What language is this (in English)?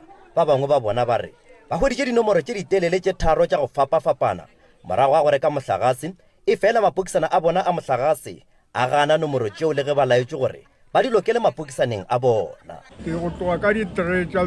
Northern Sotho